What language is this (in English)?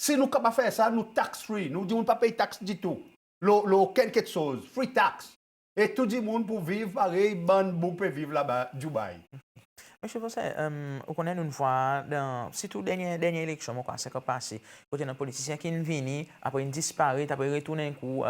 Seselwa Creole French